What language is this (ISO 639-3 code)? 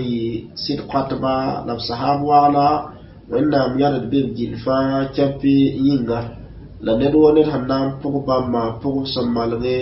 mos